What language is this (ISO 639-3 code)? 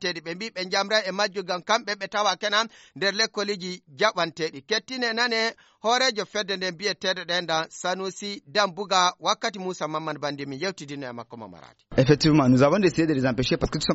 ful